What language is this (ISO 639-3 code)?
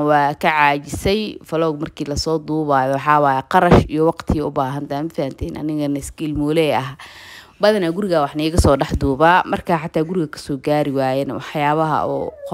som